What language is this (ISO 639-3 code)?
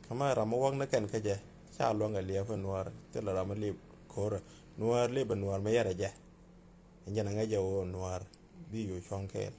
nus